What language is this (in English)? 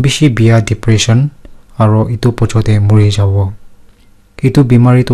Naga Pidgin